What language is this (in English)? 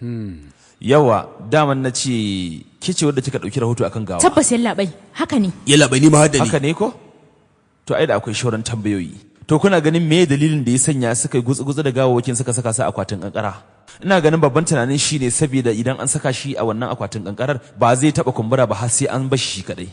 Hausa